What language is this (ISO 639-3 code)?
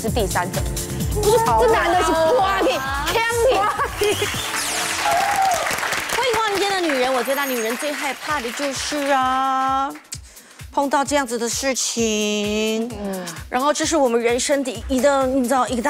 zho